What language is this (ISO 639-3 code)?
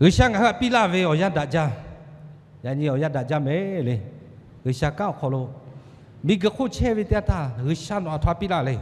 lhu